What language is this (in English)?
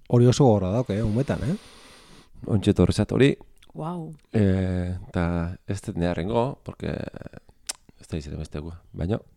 Basque